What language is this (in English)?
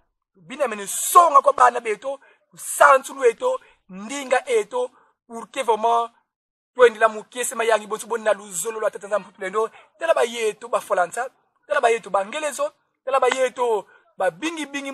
Kongo